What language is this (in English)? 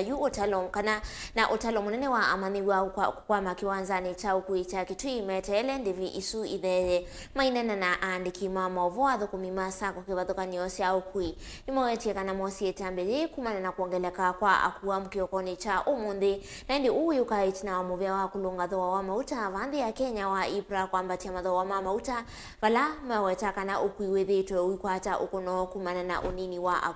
Kamba